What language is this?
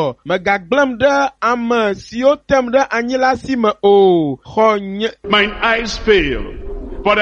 Ewe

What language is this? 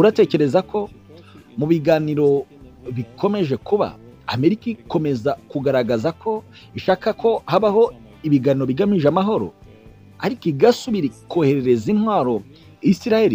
Kinyarwanda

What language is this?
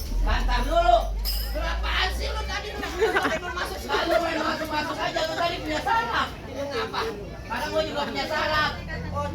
Betawi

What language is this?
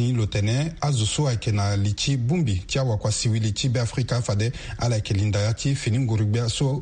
Sango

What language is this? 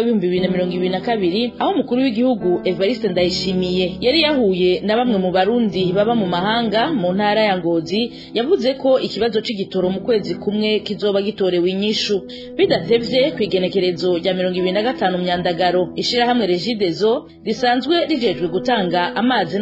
Rundi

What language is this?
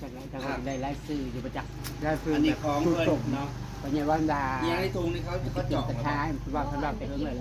Northeastern Thai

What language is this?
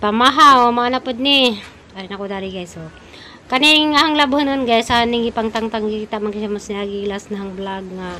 Cebuano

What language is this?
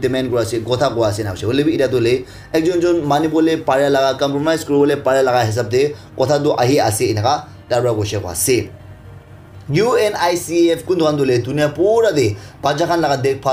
Naga Pidgin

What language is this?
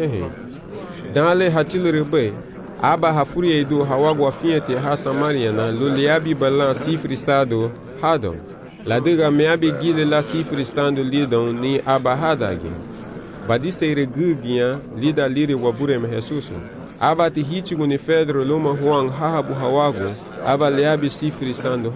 Garifuna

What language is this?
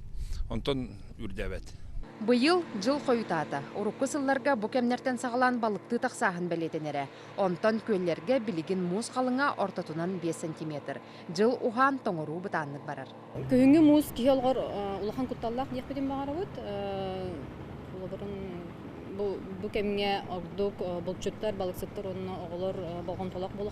Yakut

